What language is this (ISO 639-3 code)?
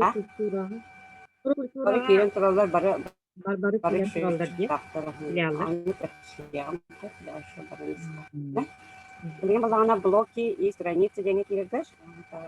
sah